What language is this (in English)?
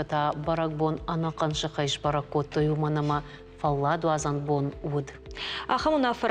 Ossetic